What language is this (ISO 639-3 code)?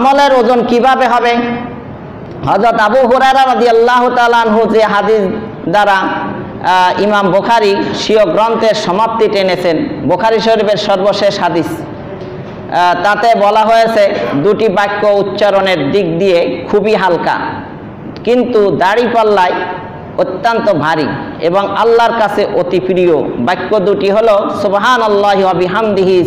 ben